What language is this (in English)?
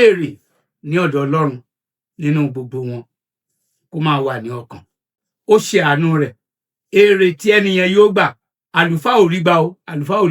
Yoruba